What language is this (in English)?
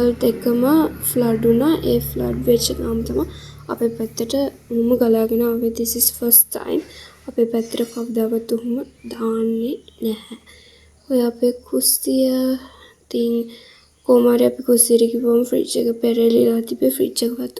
Sinhala